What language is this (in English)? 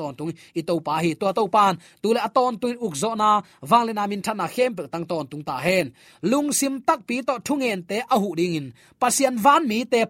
Tedim Chin